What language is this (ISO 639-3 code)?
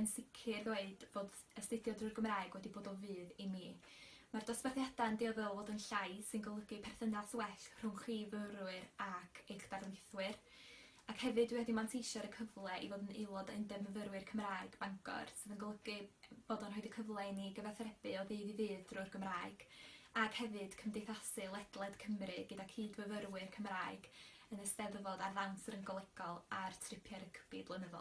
cym